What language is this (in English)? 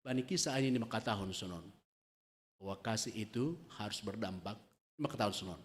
Batak Simalungun